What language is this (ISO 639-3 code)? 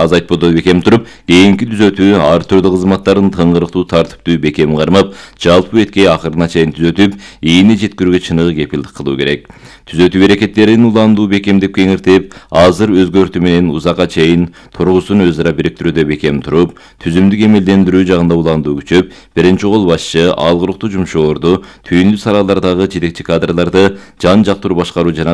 kir